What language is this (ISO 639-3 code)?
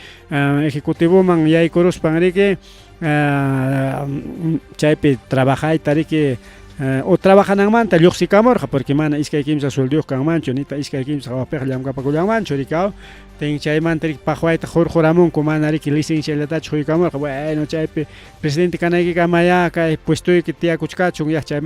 quy